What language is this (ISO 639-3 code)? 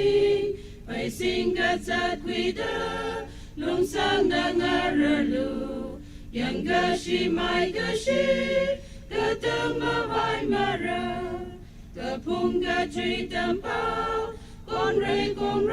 nmf